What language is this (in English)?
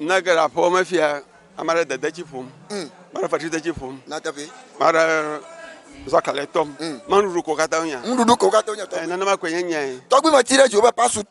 Ewe